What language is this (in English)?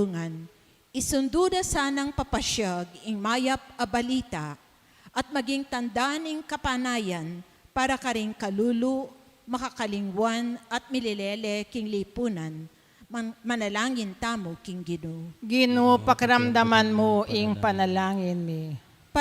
Pampanga